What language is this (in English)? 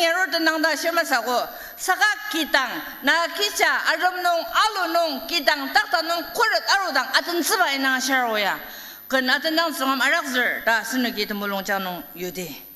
Ao Naga